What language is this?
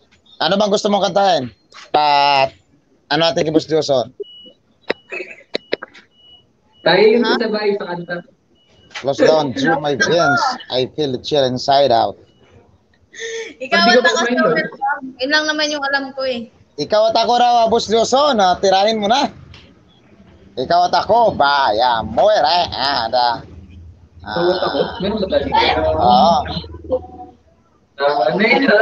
Filipino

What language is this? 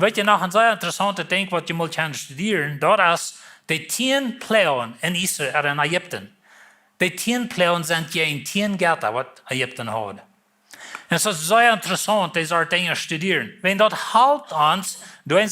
Plautdietsch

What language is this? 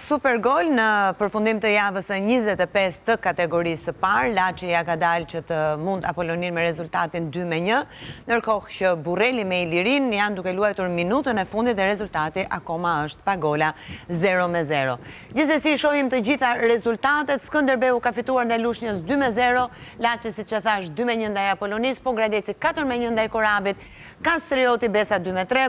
Albanian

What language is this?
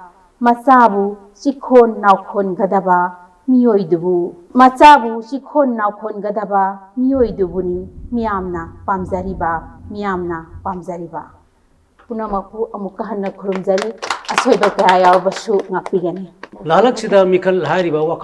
Manipuri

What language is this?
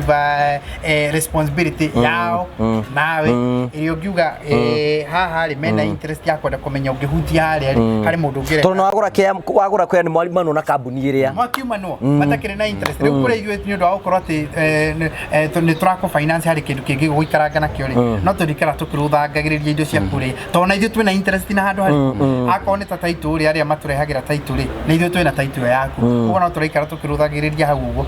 Kikuyu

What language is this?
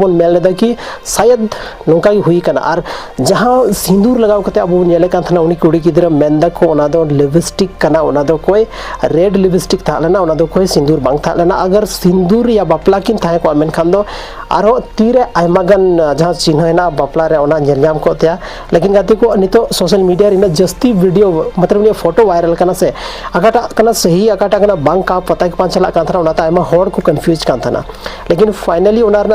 Santali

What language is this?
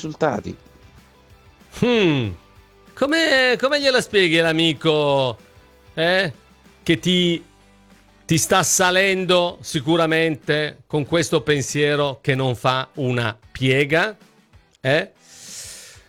Italian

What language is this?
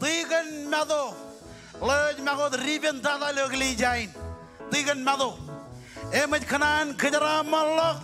Marshallese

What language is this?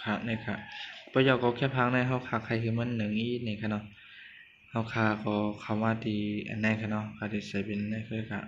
Shan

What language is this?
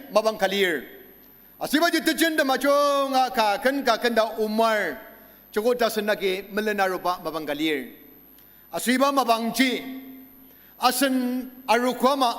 Ao Naga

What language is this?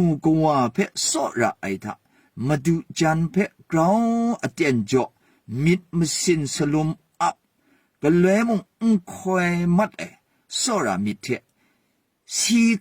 Kachin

